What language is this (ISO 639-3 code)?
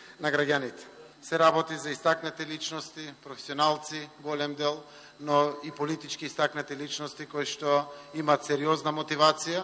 mkd